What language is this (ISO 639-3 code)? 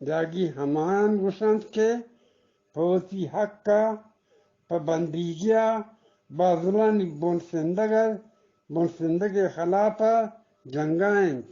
bgp